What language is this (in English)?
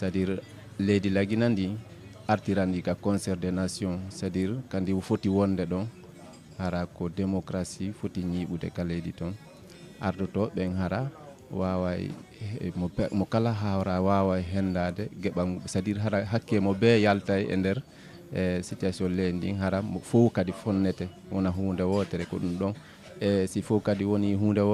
Fula